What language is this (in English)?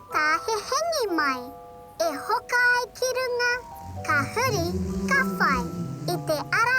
Māori